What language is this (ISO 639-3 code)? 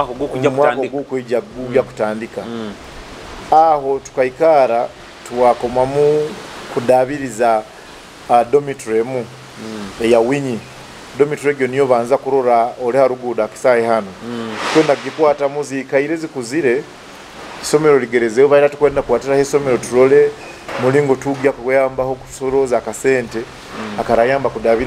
nyo